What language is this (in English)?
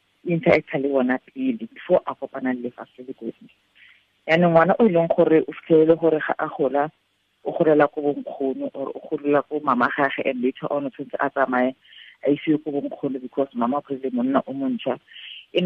Tswana